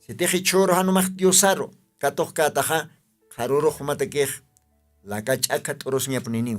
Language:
Aymara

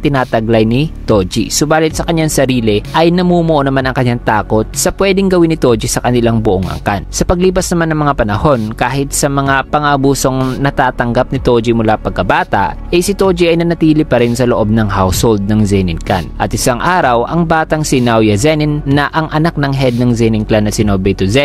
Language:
Filipino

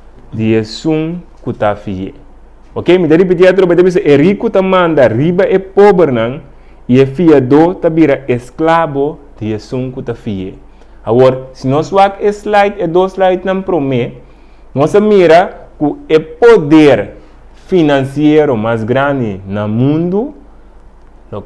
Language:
Papiamento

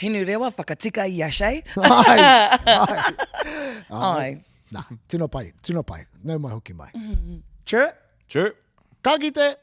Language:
Māori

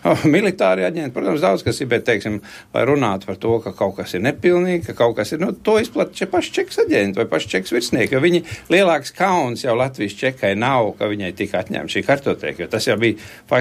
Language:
Latvian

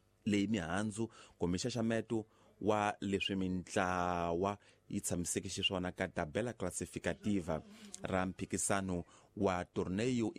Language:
Tsonga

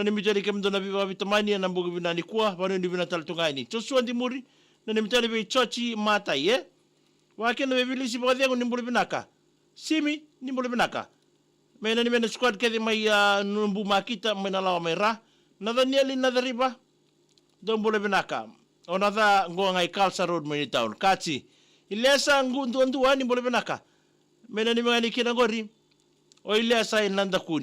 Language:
Fijian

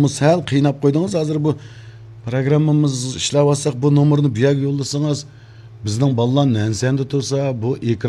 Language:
Uyghur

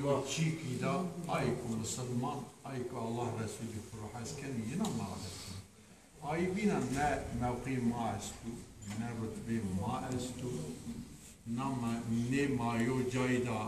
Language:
Zaza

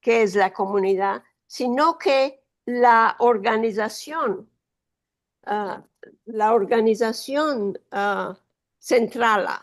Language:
Ladino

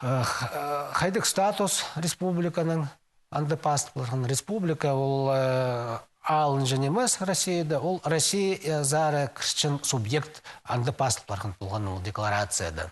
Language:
Khakas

